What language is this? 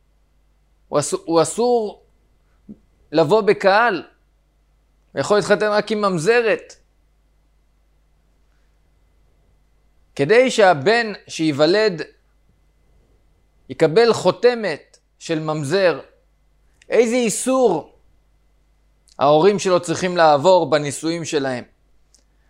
Hebrew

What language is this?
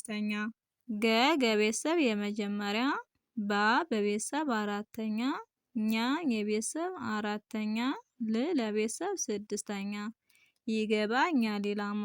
Amharic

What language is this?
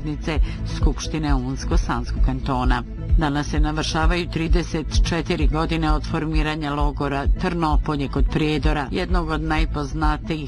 Bosnian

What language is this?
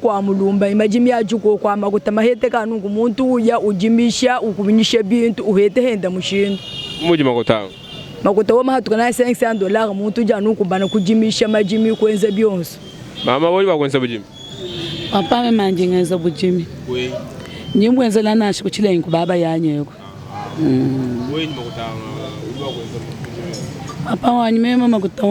Luba-Lulua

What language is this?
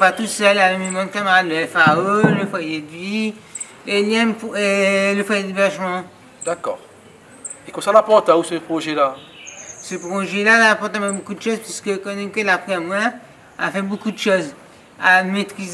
Réunion Creole French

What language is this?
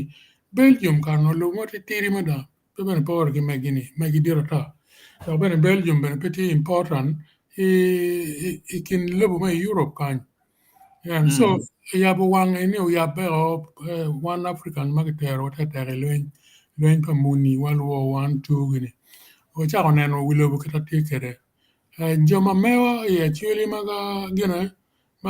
Acoli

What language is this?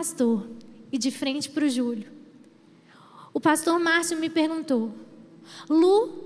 Portuguese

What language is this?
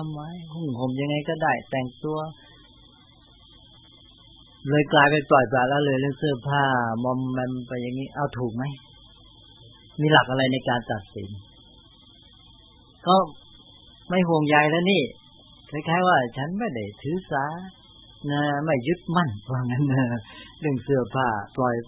Thai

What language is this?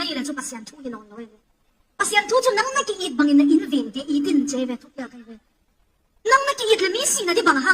Tedim Chin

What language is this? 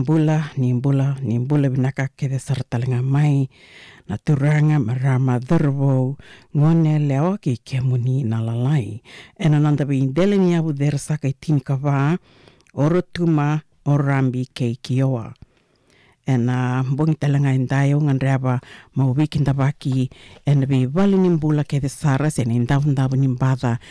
Fijian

